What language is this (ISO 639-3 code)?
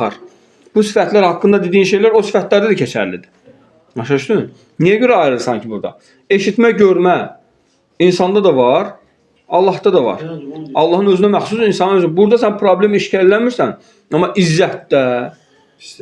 aze